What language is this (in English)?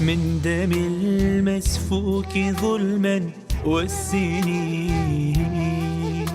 Mesopotamian Arabic